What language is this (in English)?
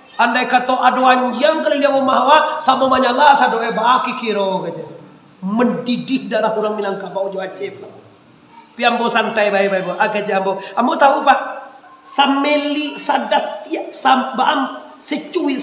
Minangkabau